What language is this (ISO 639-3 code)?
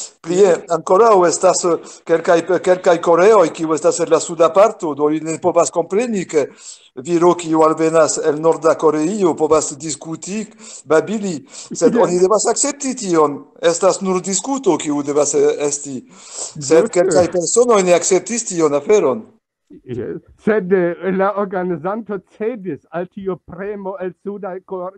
epo